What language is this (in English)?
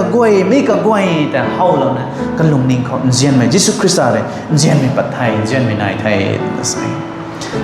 Rongmei Naga